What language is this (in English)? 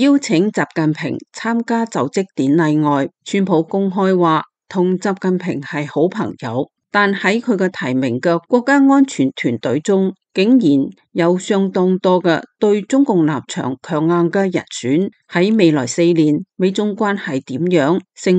Cantonese